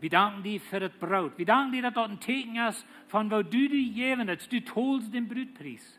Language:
Plautdietsch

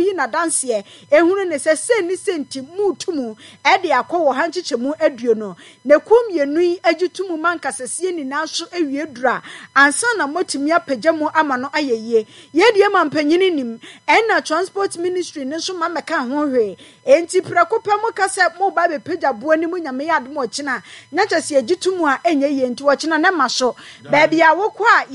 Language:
Akan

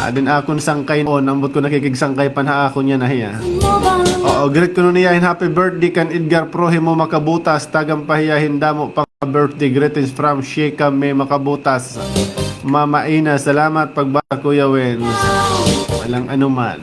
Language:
Waray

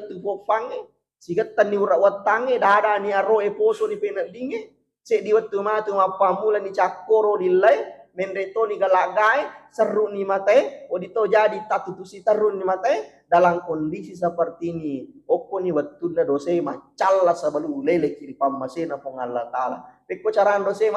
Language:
Buginese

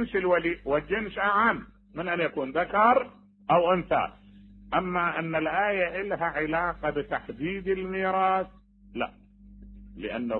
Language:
Mesopotamian Arabic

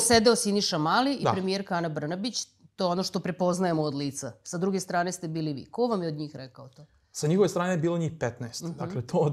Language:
Serbian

